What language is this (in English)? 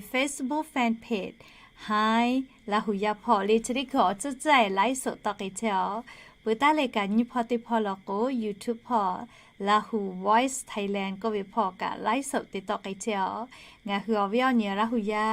Lahu